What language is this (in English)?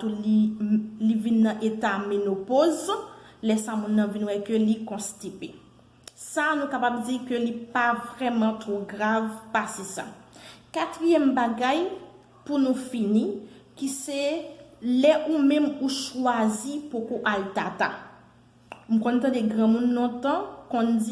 Haitian Creole